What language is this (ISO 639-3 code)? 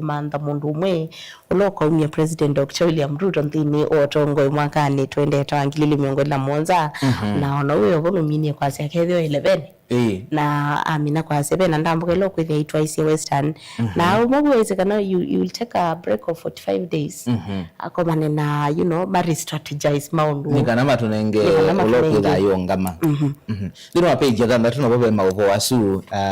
kam